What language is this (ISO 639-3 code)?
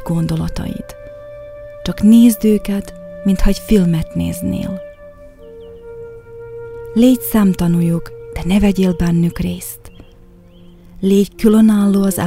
hun